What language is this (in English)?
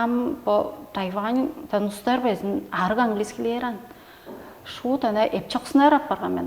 Tuvinian